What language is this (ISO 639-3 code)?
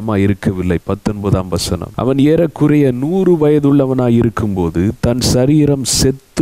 tam